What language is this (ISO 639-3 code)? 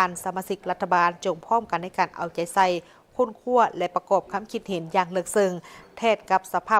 lao